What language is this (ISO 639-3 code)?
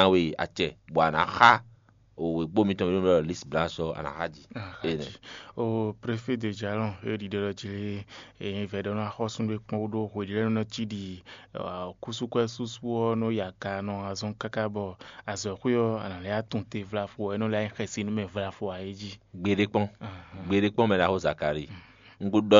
fon